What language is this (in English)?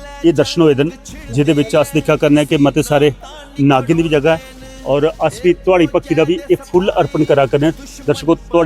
Dogri